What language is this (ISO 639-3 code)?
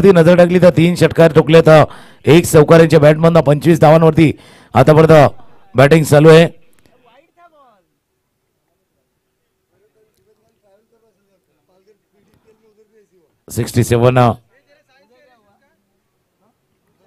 mar